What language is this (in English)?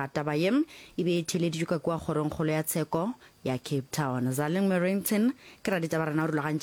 Northern Sotho